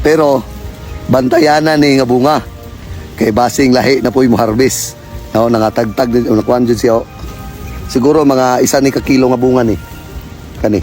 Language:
Cebuano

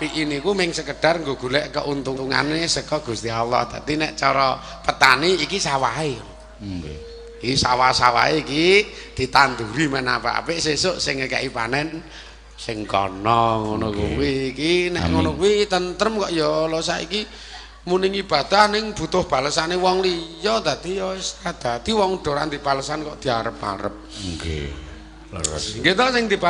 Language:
Javanese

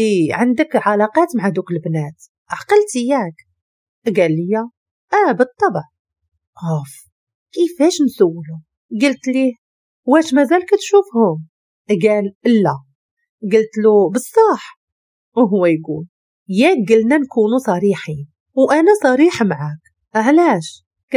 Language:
Moroccan Arabic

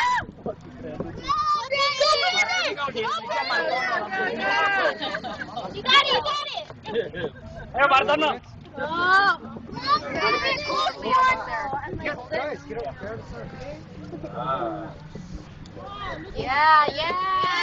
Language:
English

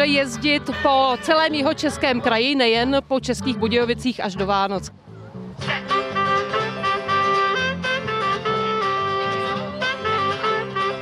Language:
Czech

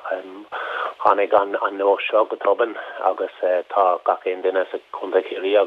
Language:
Irish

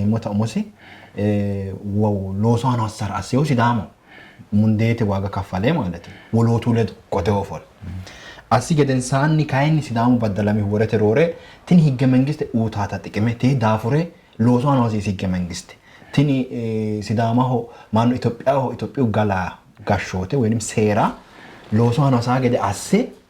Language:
Sidamo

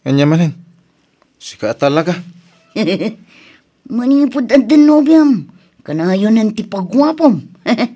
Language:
Iloko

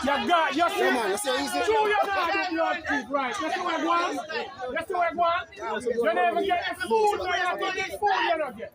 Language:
Jamaican Creole English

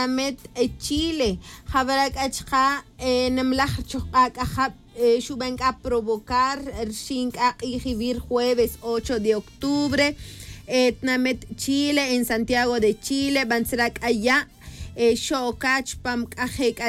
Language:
Tz'utujil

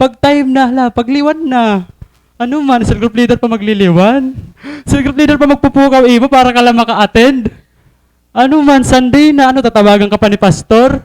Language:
Waray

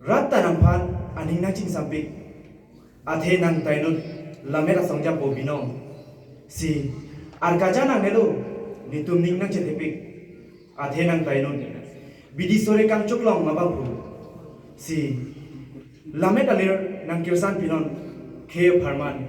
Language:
Karbi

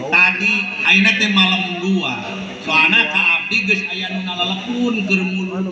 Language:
Sundanese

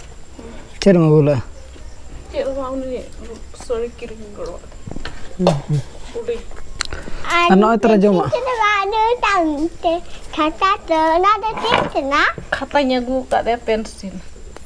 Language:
Santali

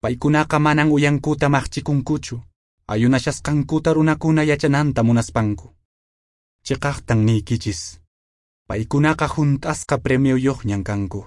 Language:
Quechua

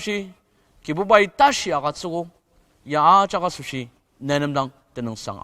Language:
Ao Naga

